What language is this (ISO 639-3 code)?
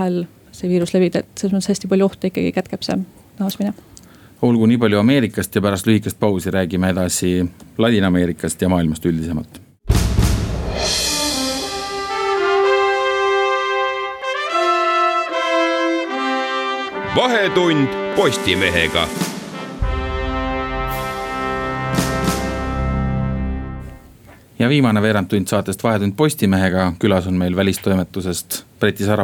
est